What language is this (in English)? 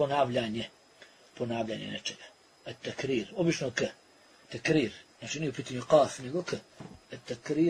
Bosnian